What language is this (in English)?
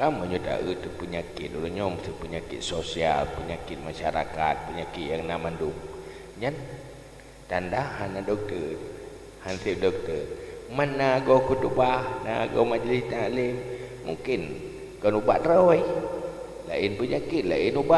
Achinese